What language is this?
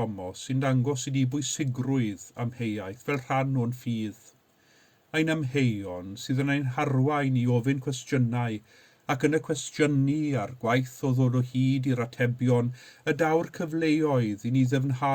Welsh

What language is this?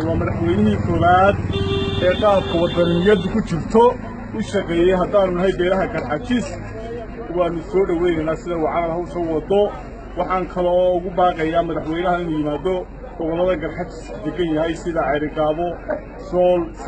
Somali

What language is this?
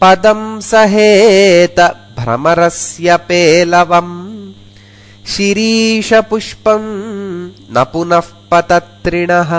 Sanskrit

